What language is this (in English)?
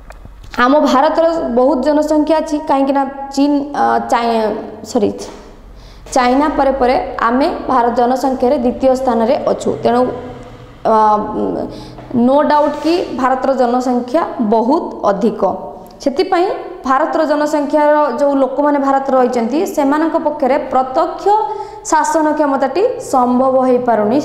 Odia